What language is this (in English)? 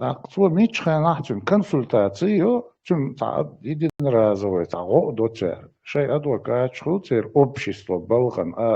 Chechen